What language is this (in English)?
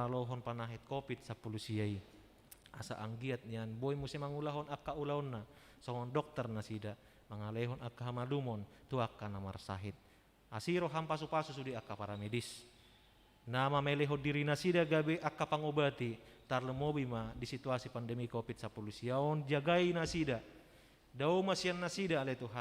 Batak Toba